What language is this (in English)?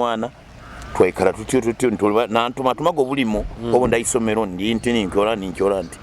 Nyoro